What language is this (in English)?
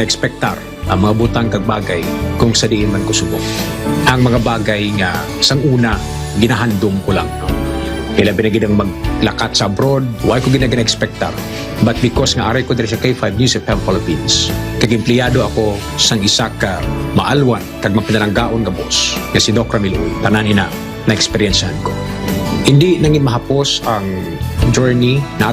Hiligaynon